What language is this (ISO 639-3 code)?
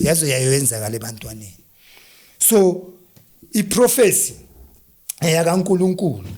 zul